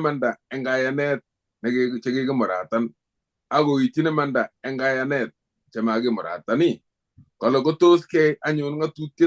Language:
Kalenjin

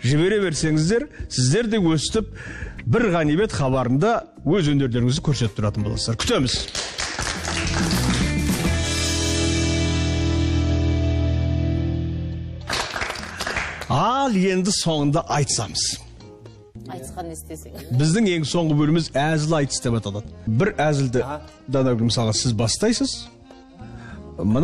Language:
Kazakh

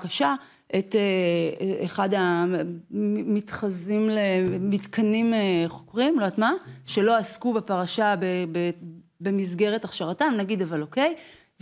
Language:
Hebrew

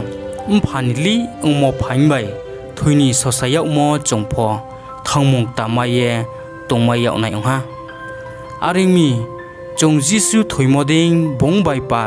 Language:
Riang (India)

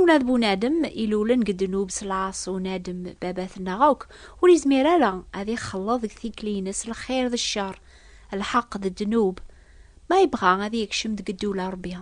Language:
Kabyle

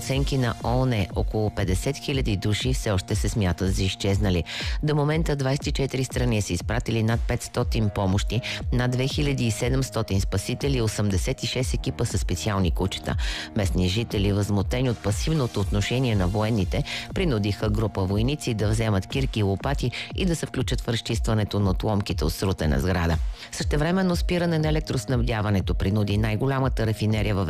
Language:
Bulgarian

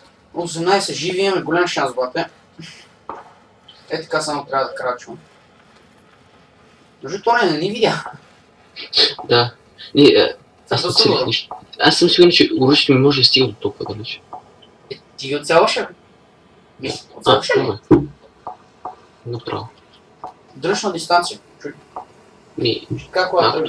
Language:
Bulgarian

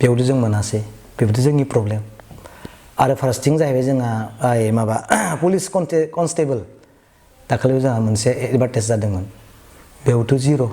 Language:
Bodo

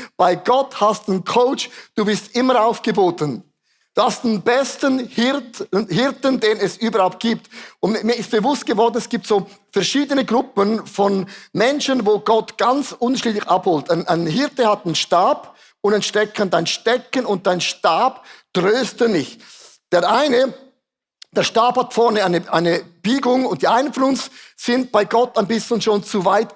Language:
Swiss German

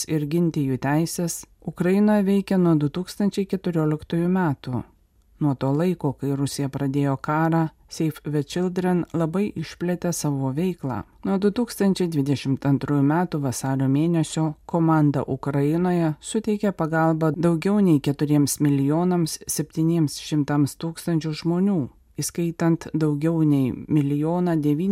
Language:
Lithuanian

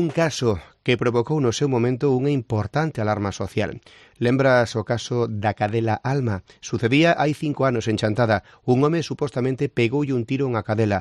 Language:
Galician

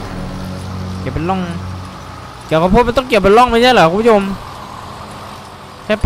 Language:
Thai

